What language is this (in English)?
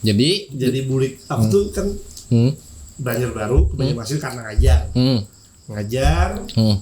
Banjar